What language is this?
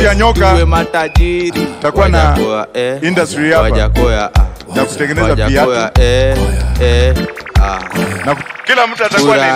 Swahili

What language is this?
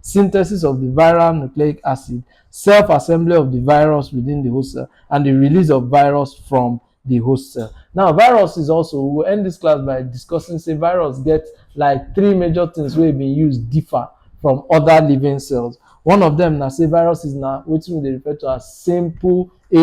Nigerian Pidgin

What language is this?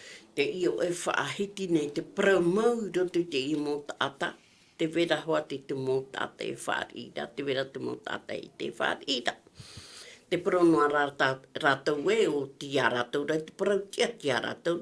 Tahitian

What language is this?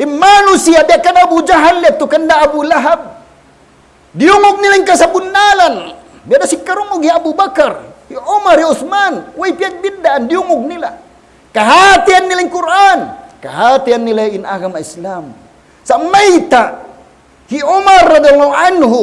Tausug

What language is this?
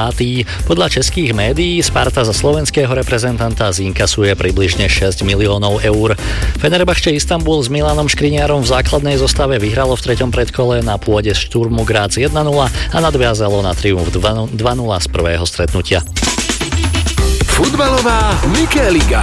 Slovak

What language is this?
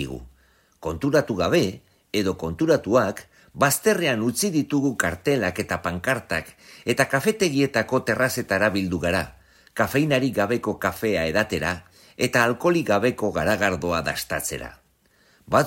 Basque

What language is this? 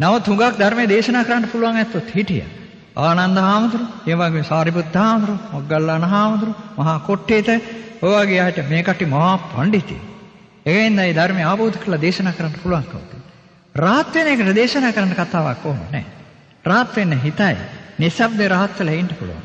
Sinhala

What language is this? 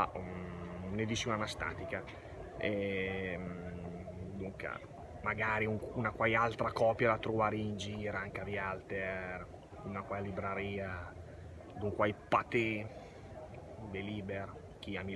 Lombard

